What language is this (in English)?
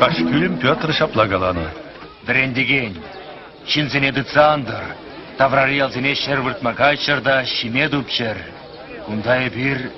Chuvash